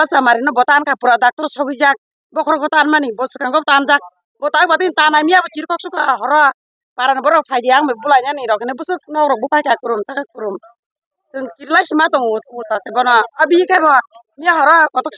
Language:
Kok Borok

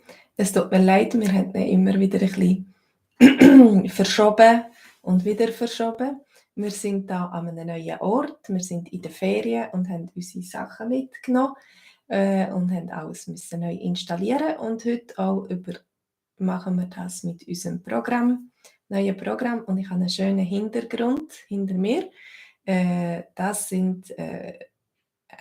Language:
Swiss German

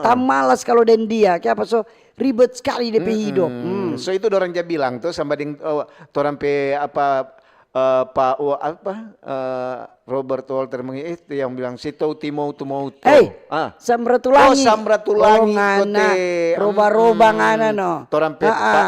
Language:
Manado Malay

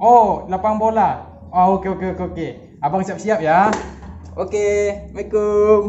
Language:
Minangkabau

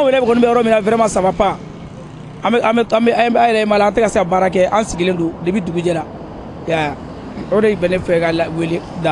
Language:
Bambara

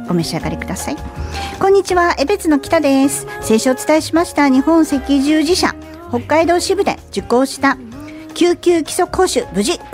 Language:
Japanese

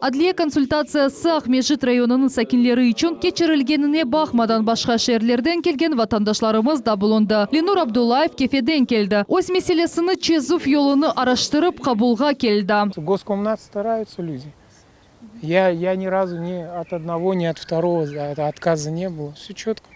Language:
Crimean Tatar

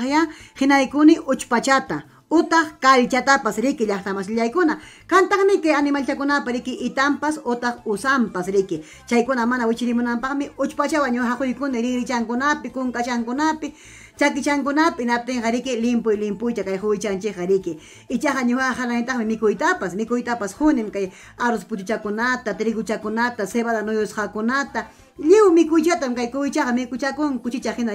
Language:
Ayacucho Quechua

